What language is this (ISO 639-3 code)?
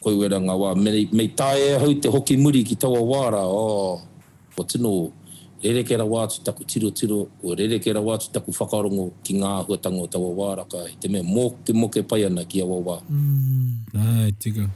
mri